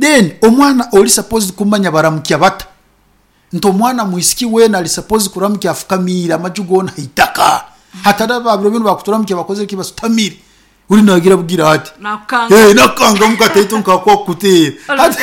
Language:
Nyoro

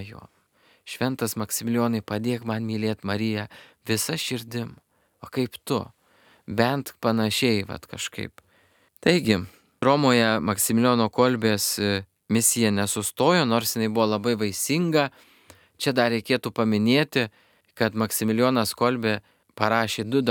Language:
Lithuanian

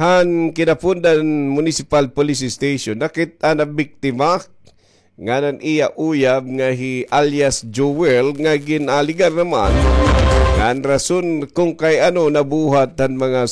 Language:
Waray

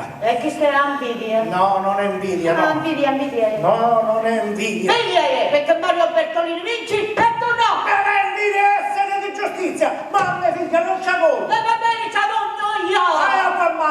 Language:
Sicilian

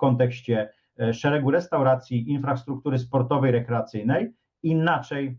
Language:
Polish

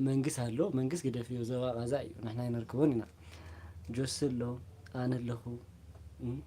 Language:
Tigrinya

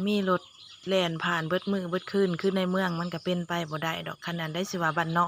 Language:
Lao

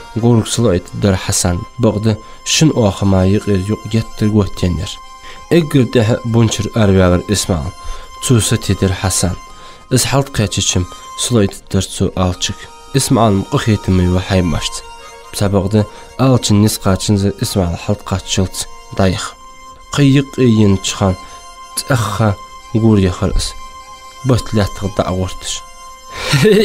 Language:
Ingush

